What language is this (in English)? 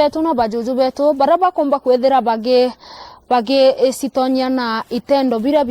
Meru